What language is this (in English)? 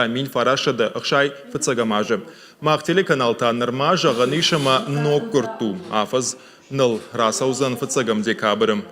Ossetic